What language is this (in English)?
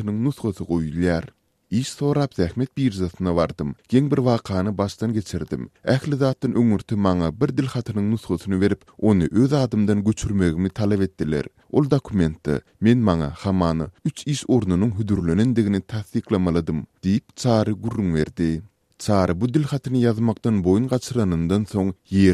Turkmen